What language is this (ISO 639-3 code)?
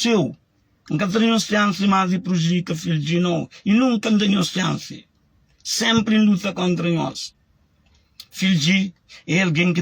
kea